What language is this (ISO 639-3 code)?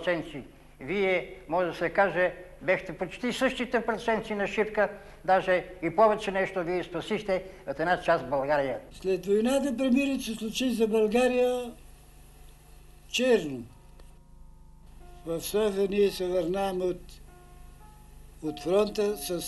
bul